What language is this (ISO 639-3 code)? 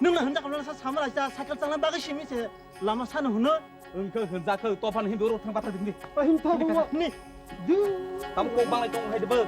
trp